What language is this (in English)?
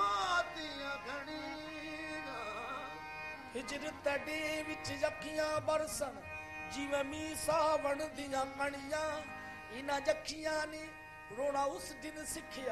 Punjabi